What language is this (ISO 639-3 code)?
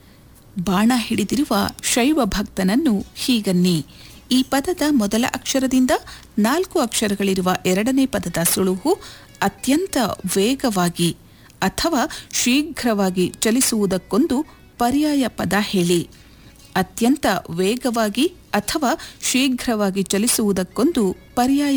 kan